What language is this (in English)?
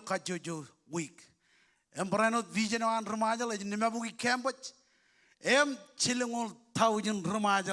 Marshallese